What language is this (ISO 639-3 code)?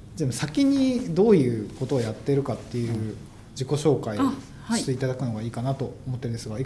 jpn